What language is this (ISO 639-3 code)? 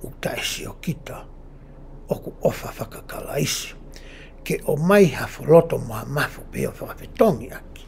ton